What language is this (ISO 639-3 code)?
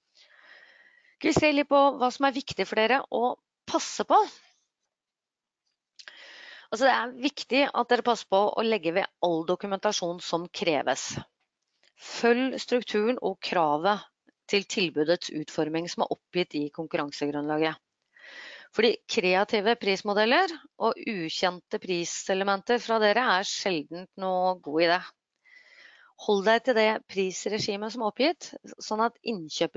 nor